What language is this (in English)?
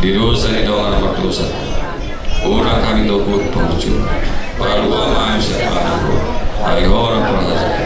Batak Toba